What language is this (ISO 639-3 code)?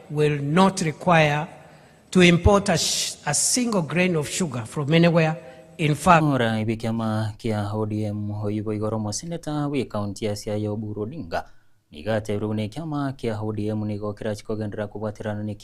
guz